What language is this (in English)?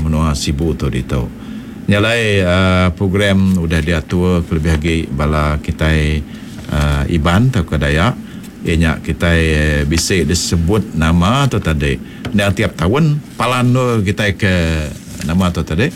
Iban